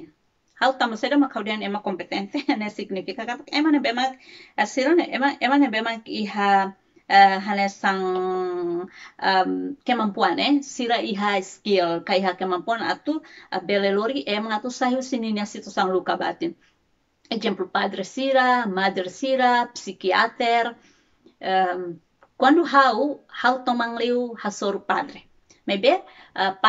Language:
Tetum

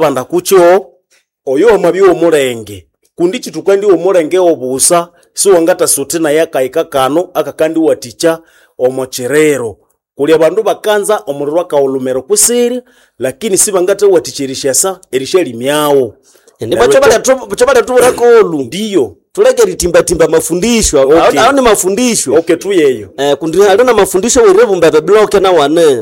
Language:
Nande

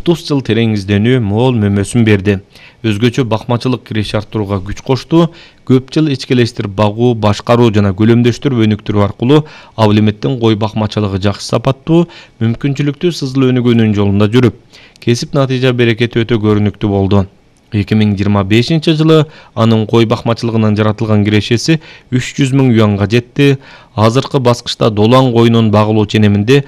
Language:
Kyrgyz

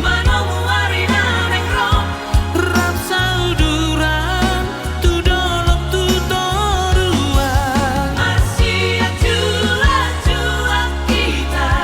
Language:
Batak Toba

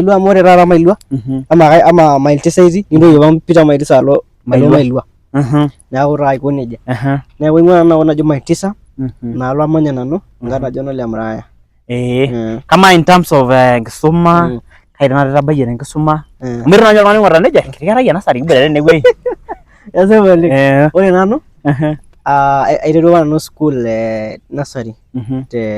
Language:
Masai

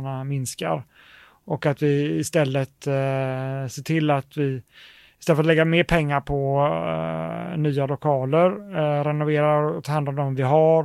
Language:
Swedish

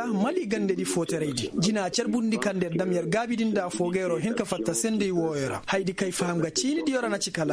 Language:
Koyraboro Senni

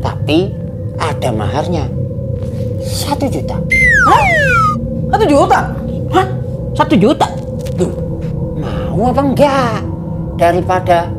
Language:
Betawi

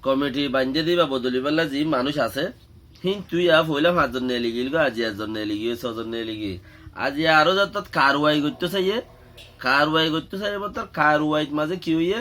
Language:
Rohingya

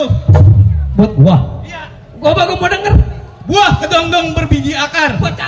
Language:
Betawi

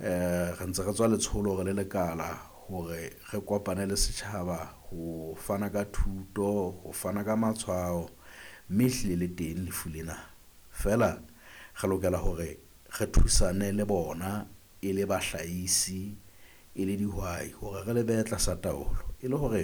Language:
Southern Sotho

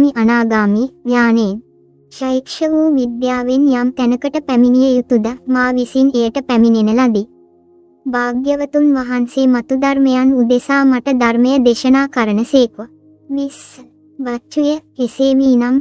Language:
Sinhala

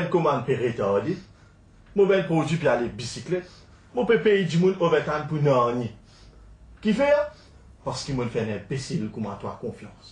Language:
Morisyen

